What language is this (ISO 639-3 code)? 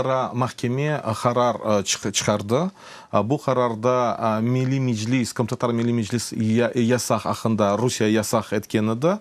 crh